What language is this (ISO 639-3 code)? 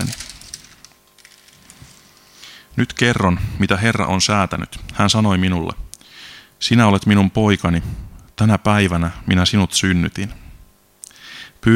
fin